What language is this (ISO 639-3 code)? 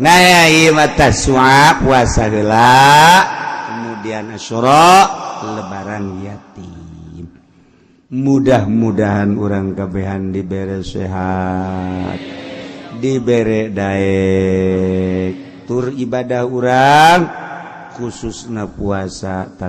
sun